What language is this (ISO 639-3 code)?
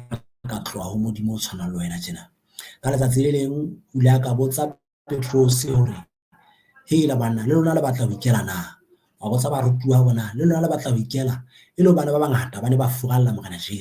sot